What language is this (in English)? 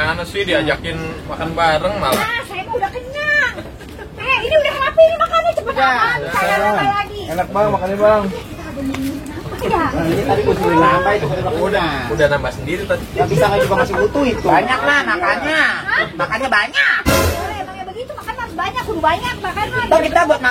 Betawi